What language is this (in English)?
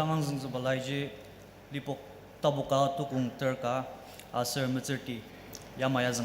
Ao Naga